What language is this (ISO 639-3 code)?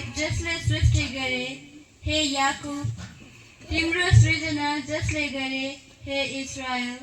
nep